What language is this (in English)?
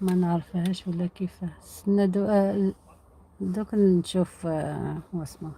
Algerian Arabic